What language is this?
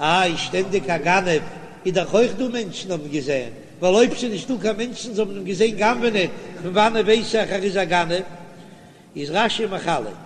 Yiddish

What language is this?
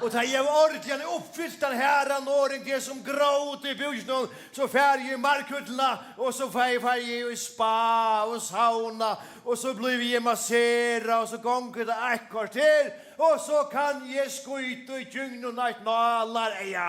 Faroese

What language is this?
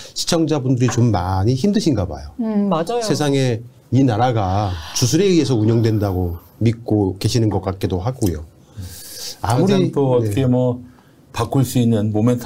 Korean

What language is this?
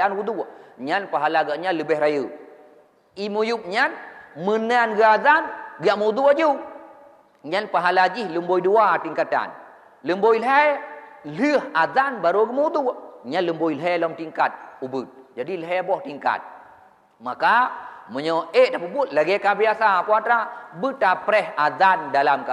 Achinese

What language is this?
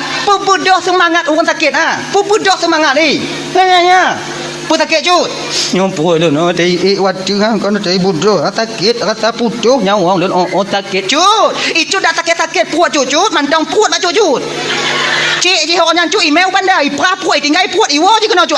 Achinese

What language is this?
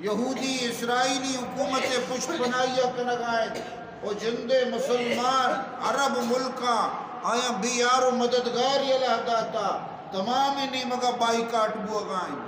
Eastern Balochi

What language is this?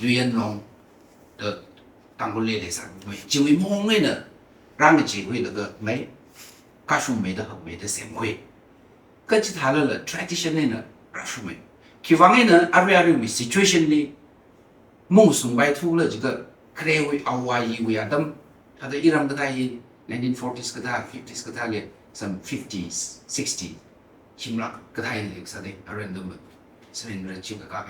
Tangkhul Naga (India)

